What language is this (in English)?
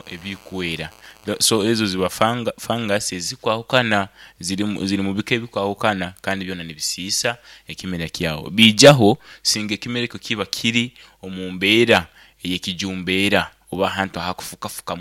Nyankole